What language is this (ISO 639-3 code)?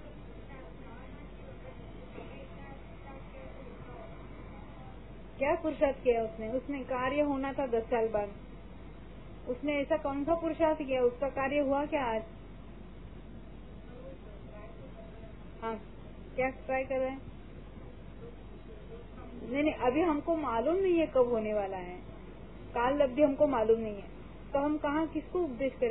hin